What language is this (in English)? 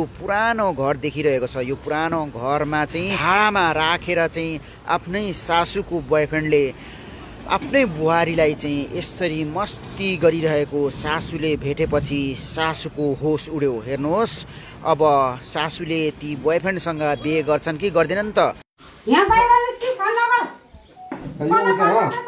Nepali